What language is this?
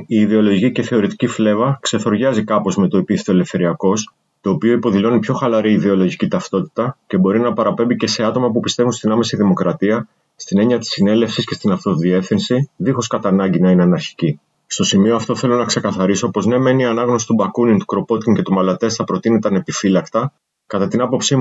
Greek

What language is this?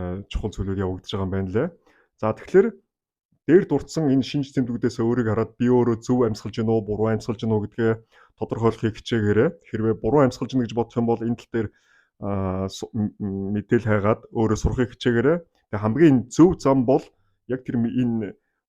Mongolian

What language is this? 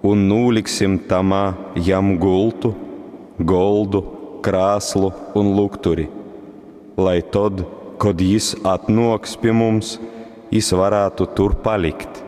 Latgalian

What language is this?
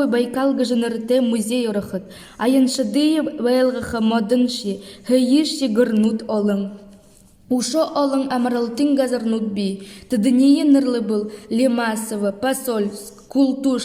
Buriat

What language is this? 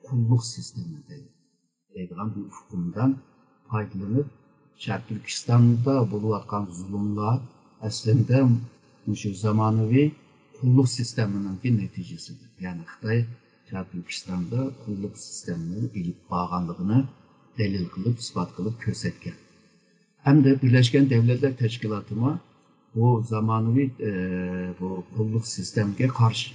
Uyghur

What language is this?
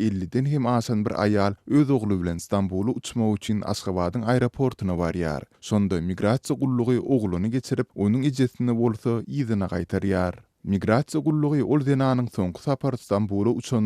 Turkmen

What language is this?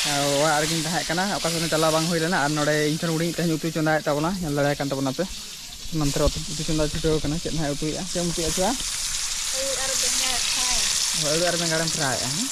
Santali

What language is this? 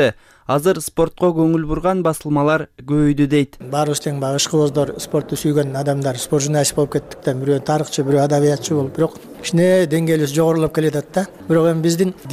Kyrgyz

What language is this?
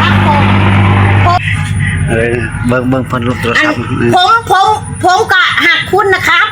Northeastern Thai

